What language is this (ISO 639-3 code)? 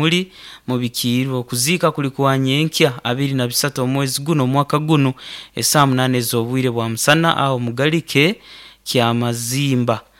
nyo